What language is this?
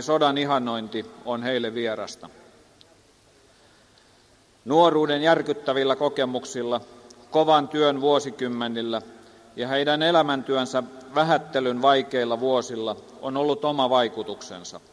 Finnish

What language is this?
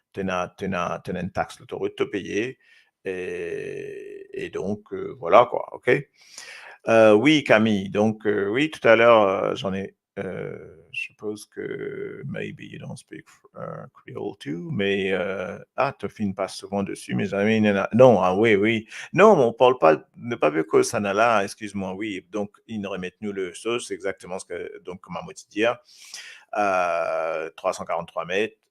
Morisyen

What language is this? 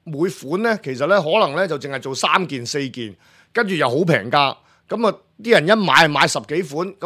Cantonese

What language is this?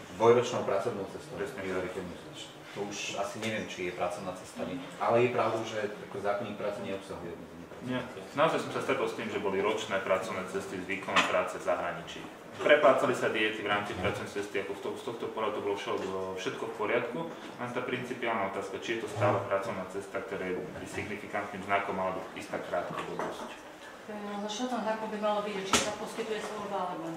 Slovak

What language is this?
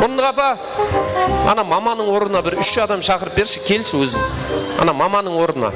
Kara-Kalpak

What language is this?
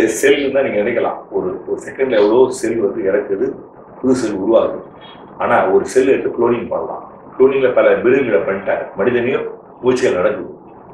Tamil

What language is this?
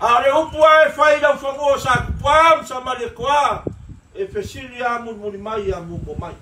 Samoan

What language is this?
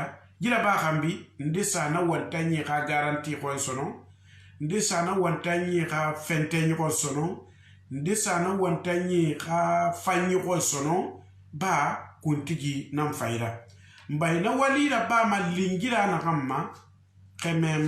Susu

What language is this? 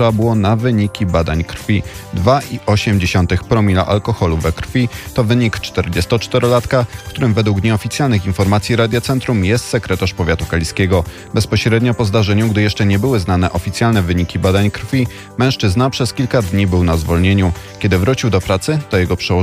Polish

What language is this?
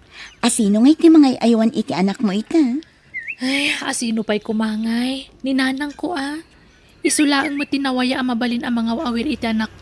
Iloko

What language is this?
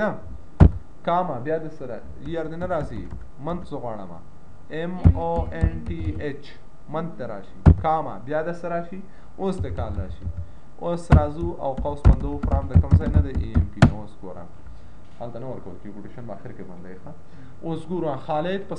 Pashto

